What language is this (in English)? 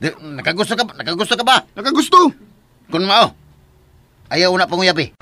Cebuano